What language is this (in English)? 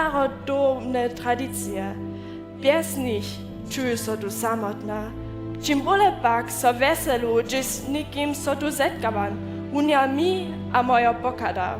Upper Sorbian